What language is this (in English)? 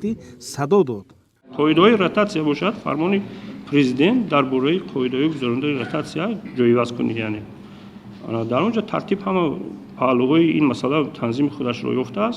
Tajik